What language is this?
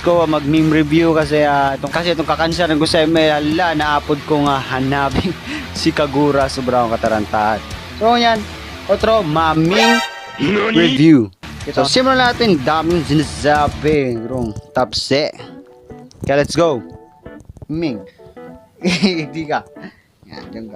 Bikol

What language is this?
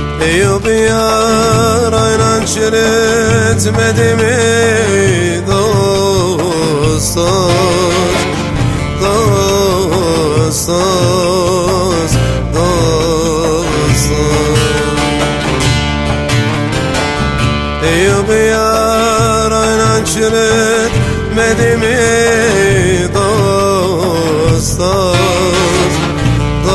Turkish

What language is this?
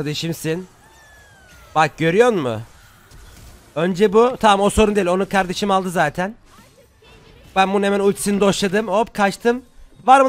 Turkish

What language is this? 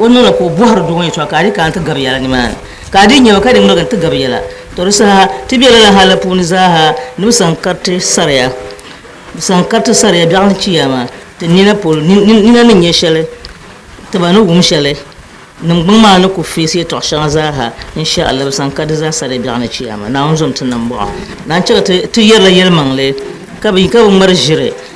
Dagbani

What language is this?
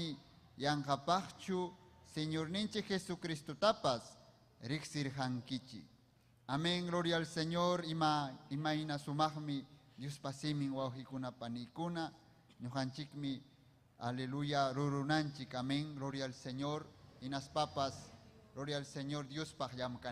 Ayacucho Quechua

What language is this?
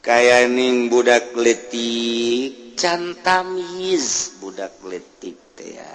Sundanese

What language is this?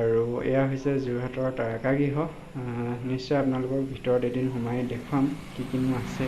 Assamese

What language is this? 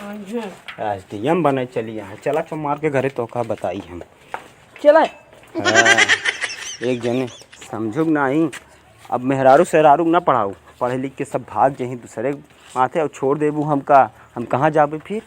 Awadhi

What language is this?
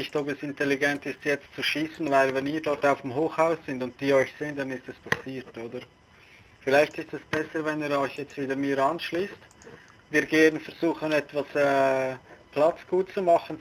Swiss German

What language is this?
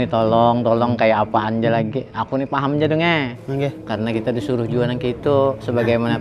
Banjar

